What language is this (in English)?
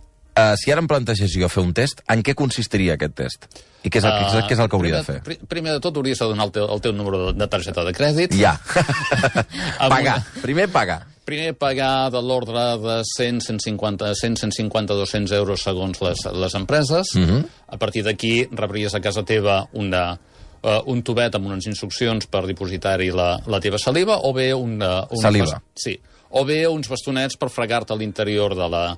Catalan